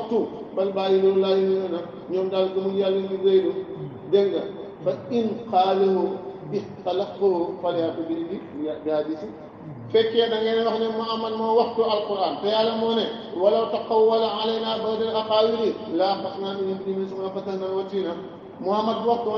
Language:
Wolof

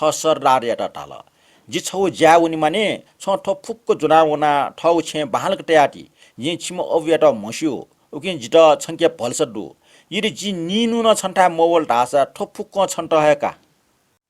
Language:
Newari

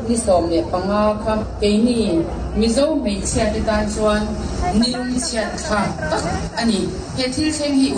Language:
Mizo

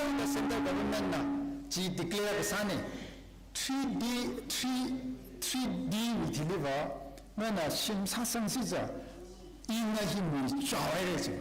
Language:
Tangkhul Naga (India)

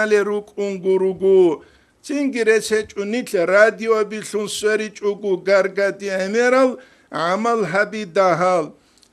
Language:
Avaric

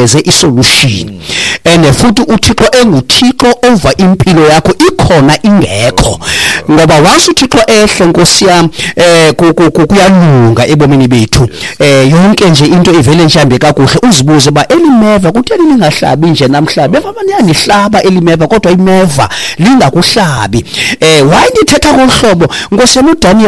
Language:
Xhosa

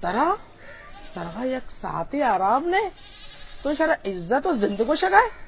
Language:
Baluchi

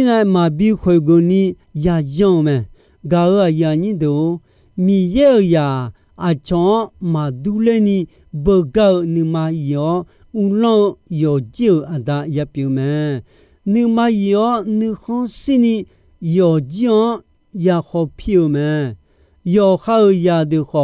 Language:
Akha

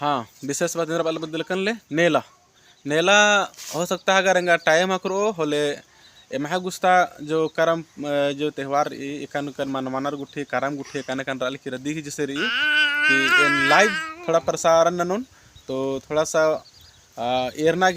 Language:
Kurukh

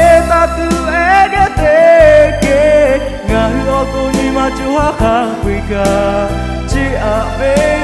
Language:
Lahu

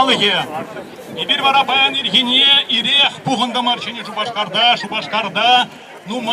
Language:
Chuvash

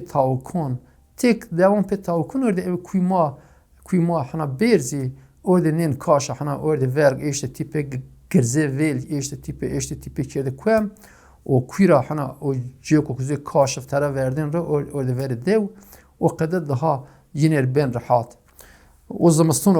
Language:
Zaza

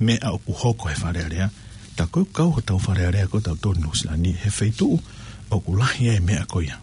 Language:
Tongan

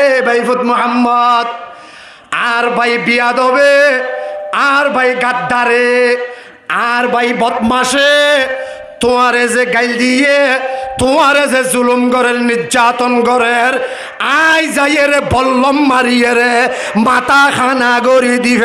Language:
Rohingya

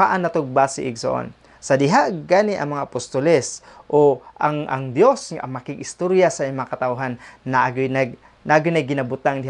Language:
Cebuano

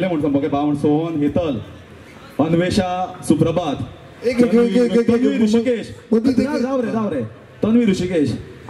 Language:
Konkani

